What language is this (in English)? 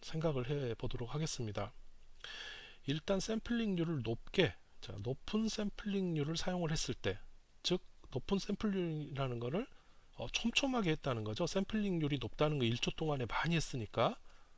Korean